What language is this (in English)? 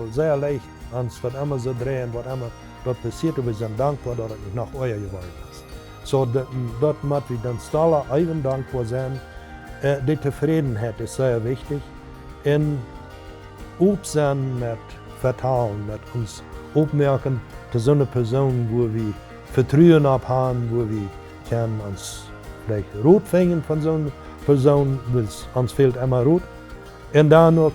Plautdietsch